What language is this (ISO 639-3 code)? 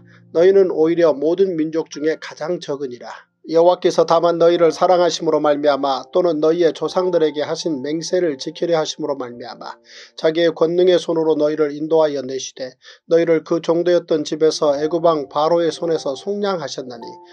kor